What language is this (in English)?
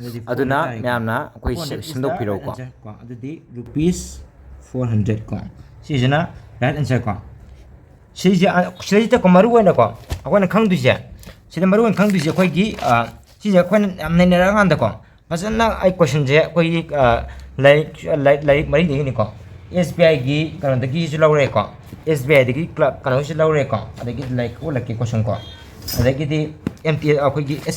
Manipuri